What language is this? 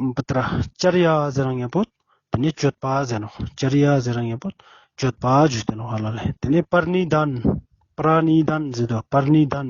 Ladakhi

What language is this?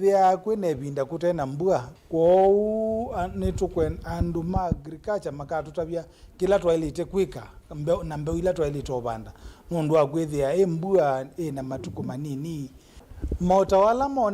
Kamba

